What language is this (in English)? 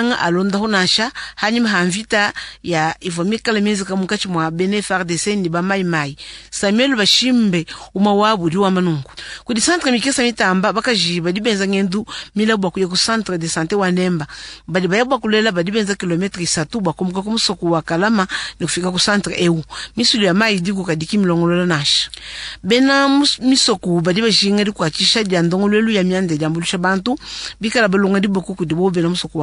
Luba-Lulua